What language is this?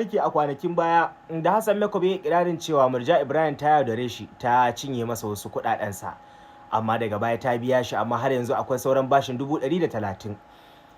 Hausa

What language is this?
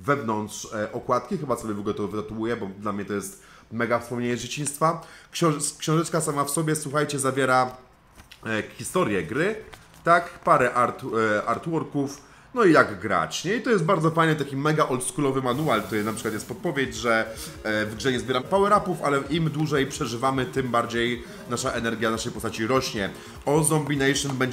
Polish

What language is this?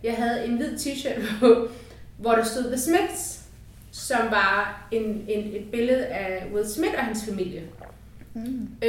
Danish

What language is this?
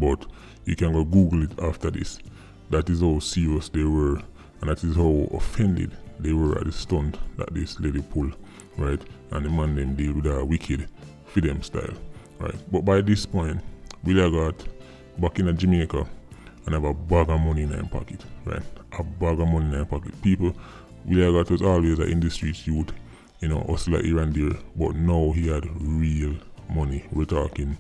Jamaican Creole English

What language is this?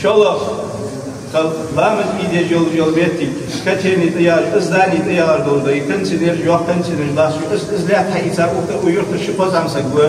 Ingush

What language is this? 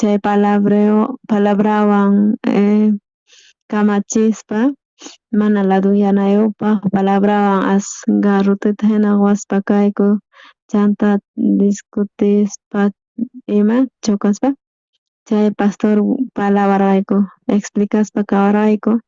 South Bolivian Quechua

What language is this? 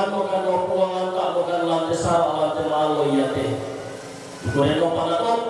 Toraja-Sa'dan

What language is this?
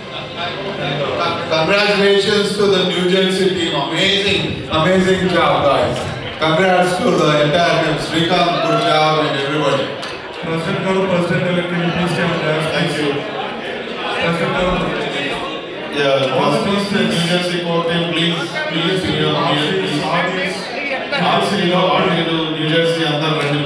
Telugu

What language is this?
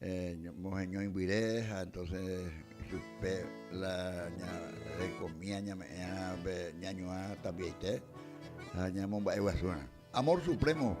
Guarani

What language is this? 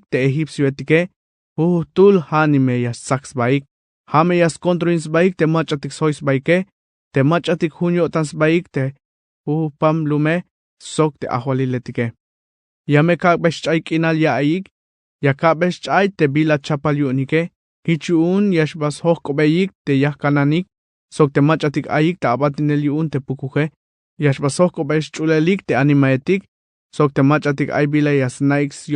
Tzeltal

